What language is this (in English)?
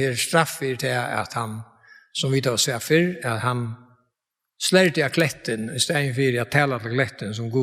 Faroese